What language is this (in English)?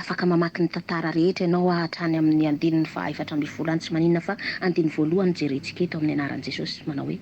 Malagasy